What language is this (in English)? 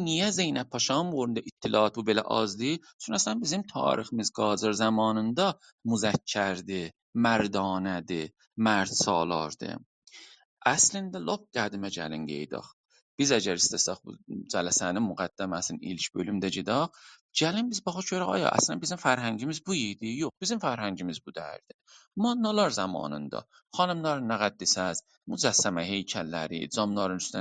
South Azerbaijani